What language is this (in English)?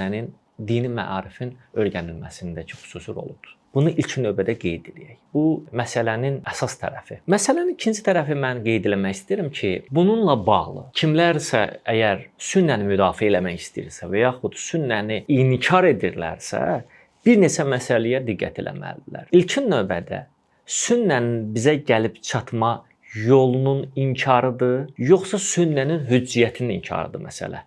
Azerbaijani